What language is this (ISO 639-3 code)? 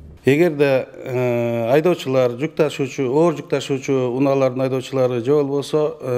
kir